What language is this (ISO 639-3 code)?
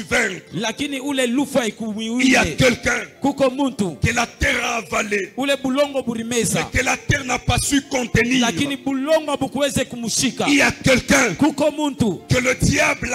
swa